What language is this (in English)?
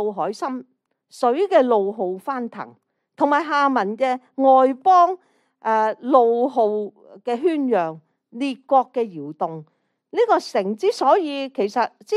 Cantonese